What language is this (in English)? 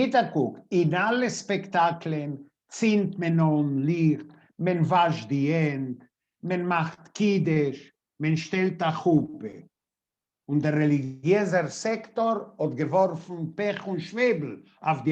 Yiddish